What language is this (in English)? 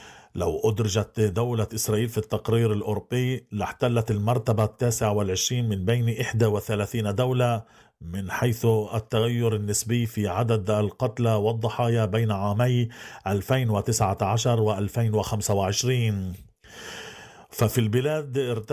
Arabic